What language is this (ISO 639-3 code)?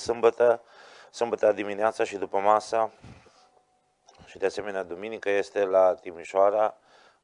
ron